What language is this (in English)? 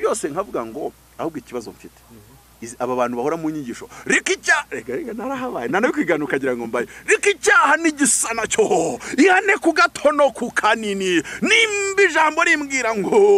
Kinyarwanda